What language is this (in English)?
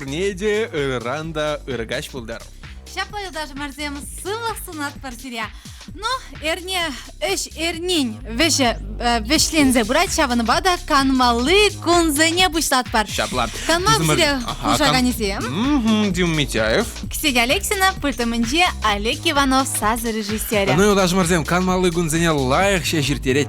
Chuvash